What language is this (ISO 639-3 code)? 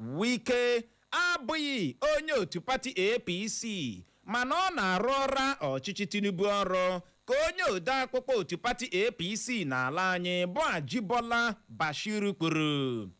ibo